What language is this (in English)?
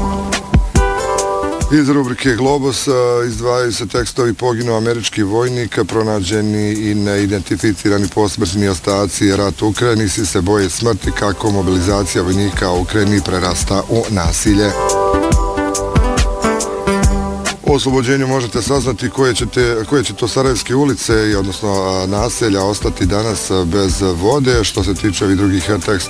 Bosnian